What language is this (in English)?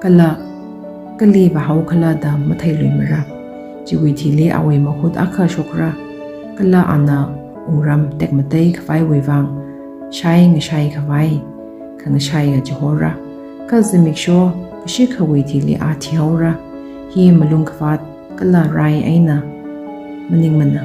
Tangkhul Naga (India)